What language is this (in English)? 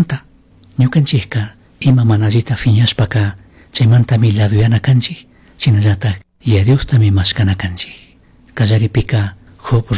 Chimborazo Highland Quichua